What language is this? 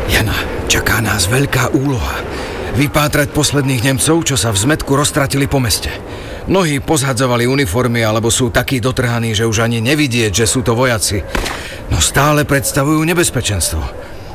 Slovak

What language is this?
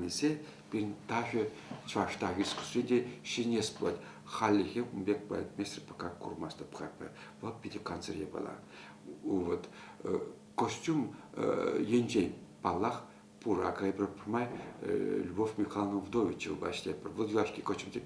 Chuvash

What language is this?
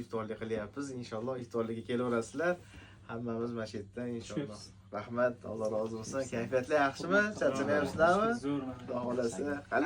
Uzbek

